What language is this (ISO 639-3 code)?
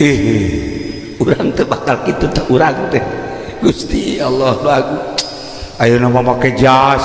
sun